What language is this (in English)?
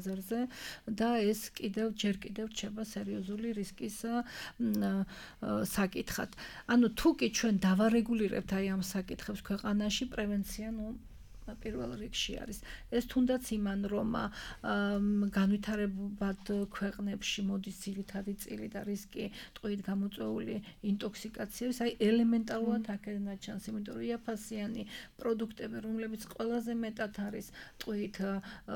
Georgian